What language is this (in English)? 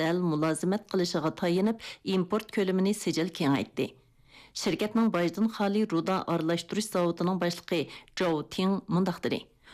Uyghur